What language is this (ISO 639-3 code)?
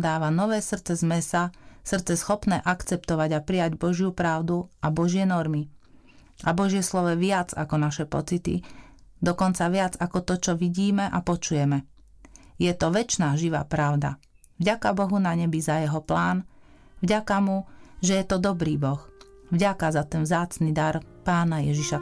slk